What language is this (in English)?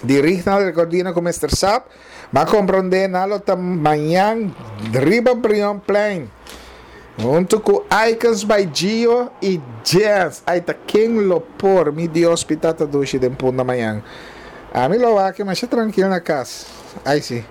Papiamento